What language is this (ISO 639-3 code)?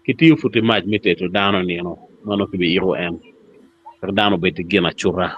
ach